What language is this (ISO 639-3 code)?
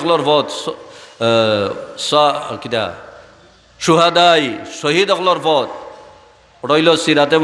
syl